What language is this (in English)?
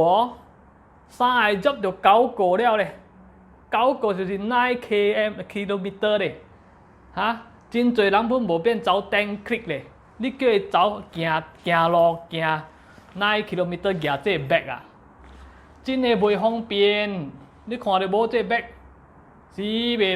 Min Nan Chinese